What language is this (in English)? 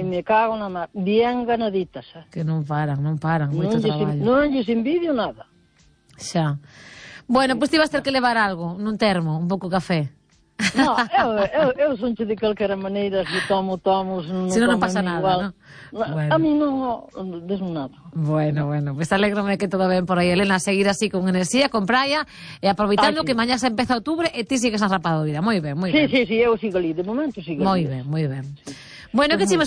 Galician